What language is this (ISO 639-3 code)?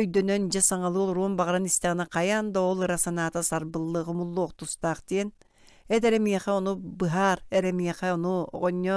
sah